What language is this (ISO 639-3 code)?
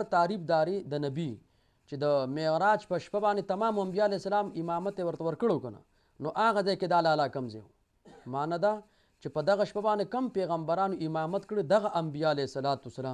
pus